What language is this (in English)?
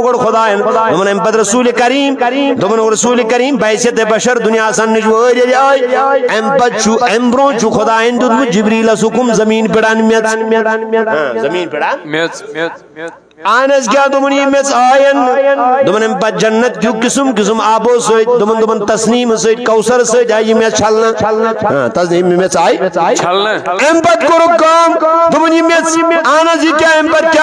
Kashmiri